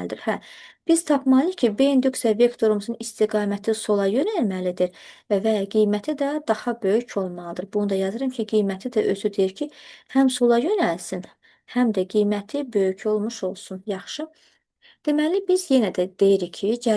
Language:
Azerbaijani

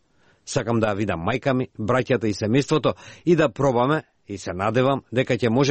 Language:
Macedonian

